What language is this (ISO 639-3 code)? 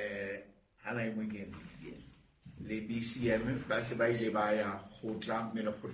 sot